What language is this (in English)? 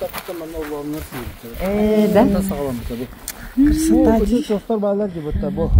Yakut